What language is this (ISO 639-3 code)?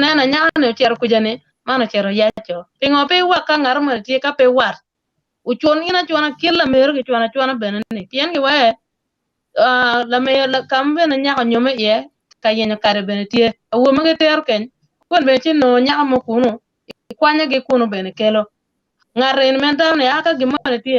ach